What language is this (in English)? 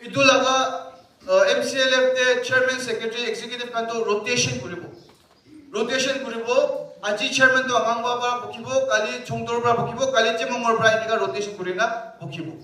Naga Pidgin